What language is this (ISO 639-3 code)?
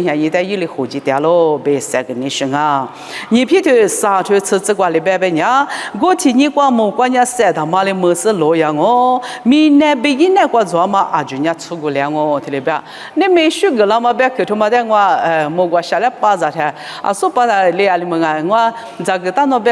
lis